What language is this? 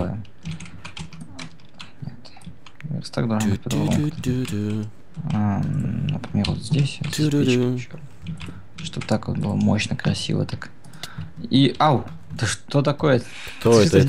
Russian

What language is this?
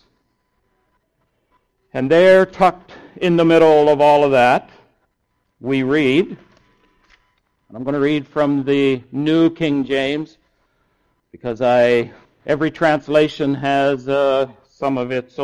English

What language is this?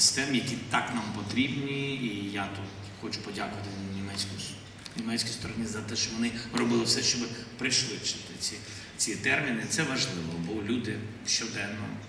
Ukrainian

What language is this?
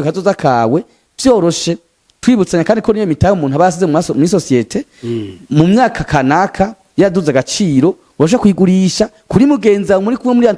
Rundi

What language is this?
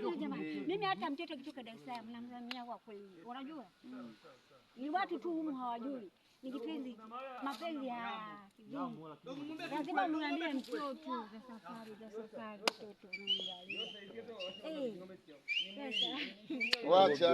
Swahili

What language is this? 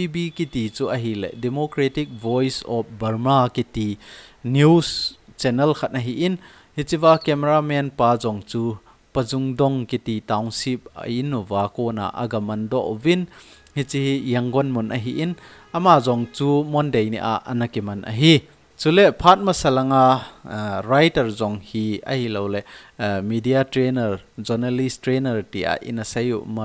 Thado Chin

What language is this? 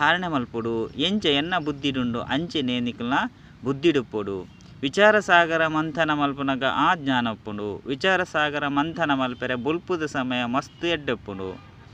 Tulu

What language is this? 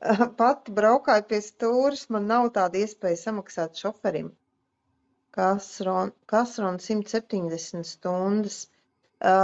Latvian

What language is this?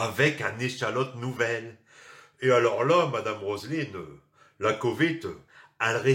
Picard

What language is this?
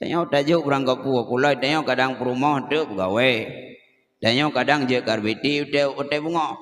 Achinese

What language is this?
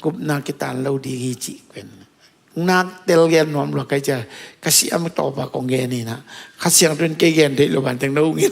Tedim Chin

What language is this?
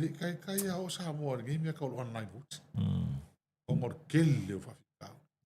Samoan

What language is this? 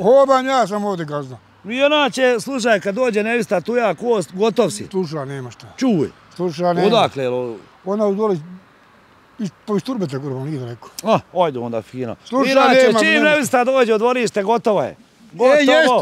Bosnian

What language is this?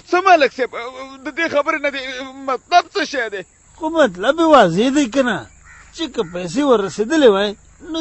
Pashto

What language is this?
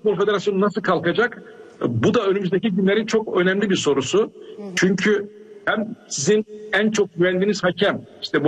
Turkish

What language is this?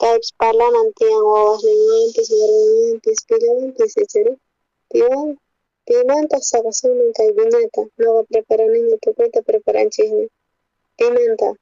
South Bolivian Quechua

